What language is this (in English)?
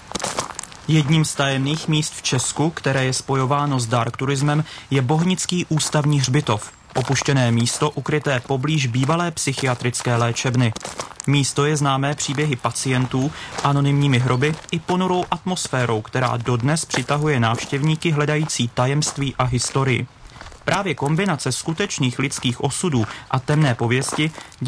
Czech